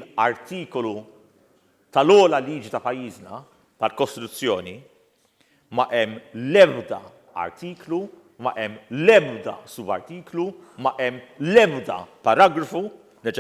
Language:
Maltese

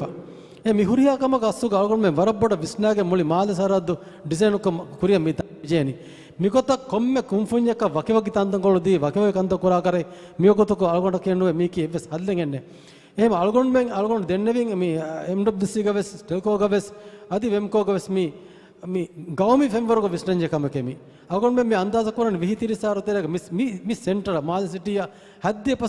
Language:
Divehi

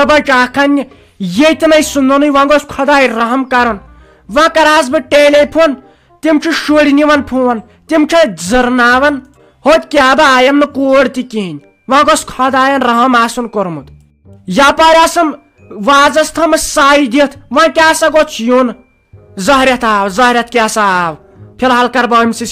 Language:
Kashmiri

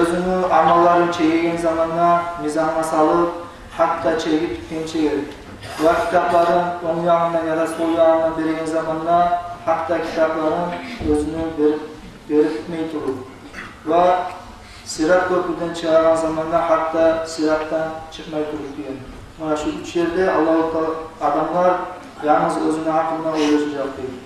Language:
Kumyk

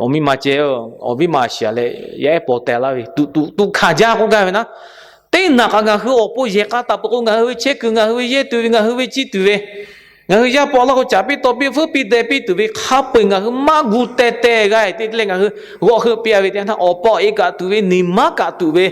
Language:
Lahu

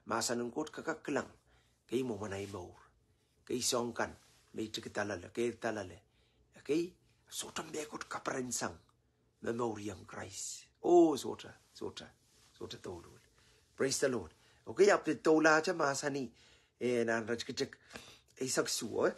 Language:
Pohnpeian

